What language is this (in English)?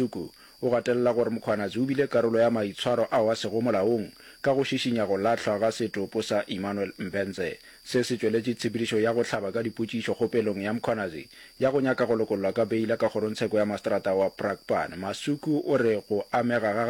Northern Sotho